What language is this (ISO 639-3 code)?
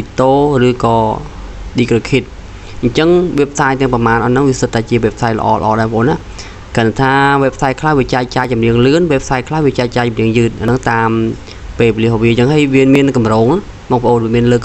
khm